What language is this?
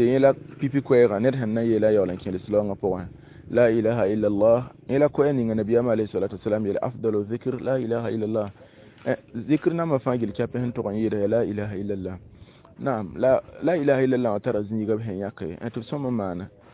Mossi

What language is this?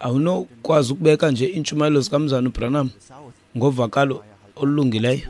Xhosa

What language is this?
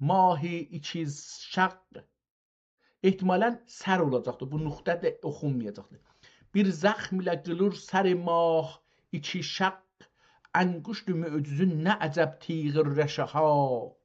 South Azerbaijani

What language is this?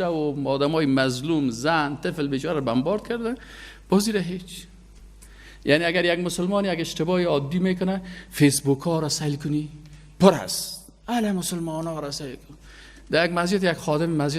Persian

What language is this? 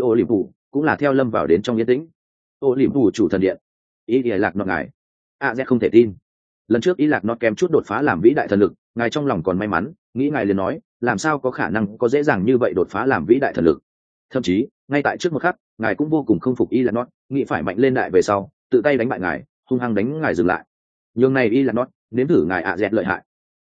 Vietnamese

